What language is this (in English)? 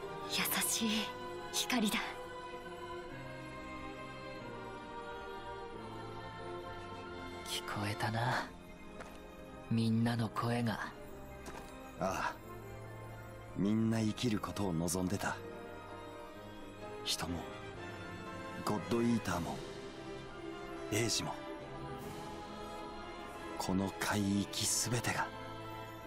Japanese